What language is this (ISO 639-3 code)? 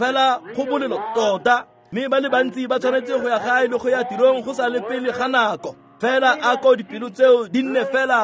tsn